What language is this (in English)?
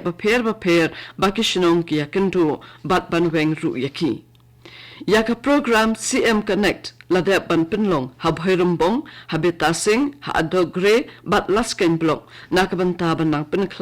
Khasi